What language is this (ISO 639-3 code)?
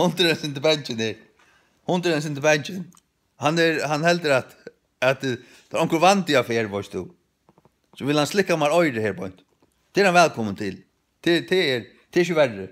fao